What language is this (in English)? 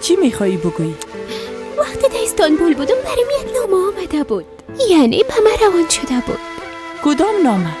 Persian